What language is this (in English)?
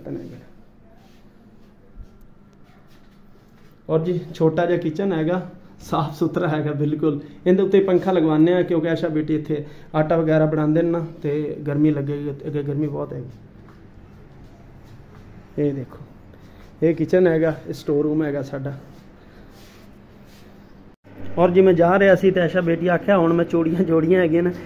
Punjabi